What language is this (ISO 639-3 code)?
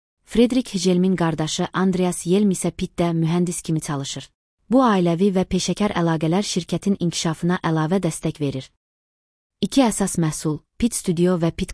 aze